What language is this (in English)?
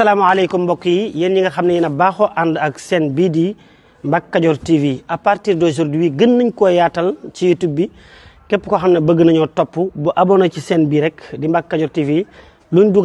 Wolof